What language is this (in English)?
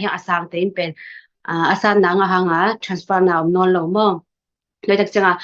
Tedim Chin